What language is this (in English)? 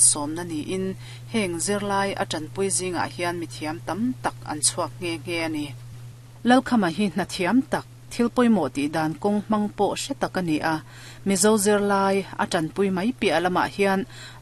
Mizo